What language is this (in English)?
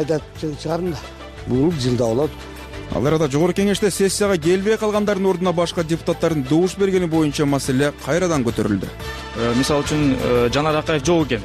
Kyrgyz